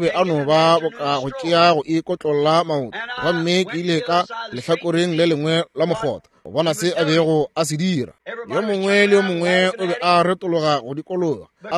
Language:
Northern Sotho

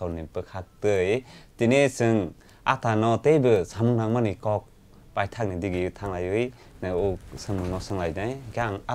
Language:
Kok Borok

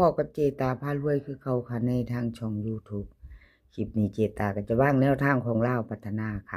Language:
Lao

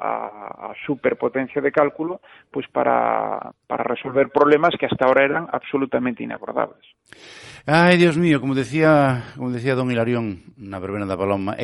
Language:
Galician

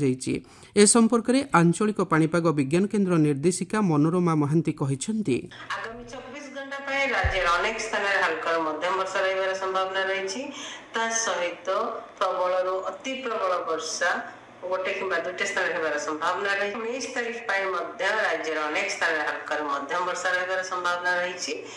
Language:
Odia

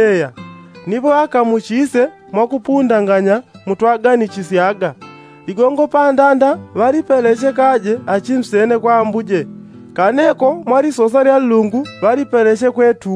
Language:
Yao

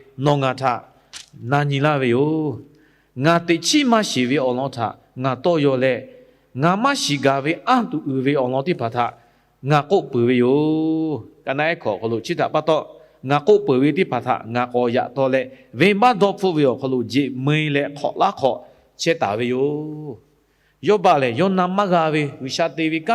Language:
Lahu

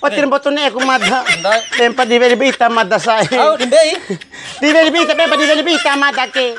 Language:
Bima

